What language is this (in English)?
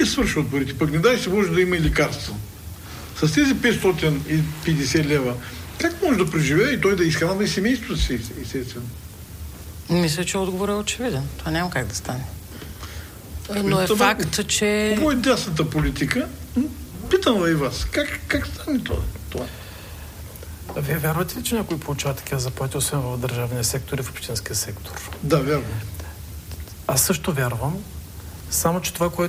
Bulgarian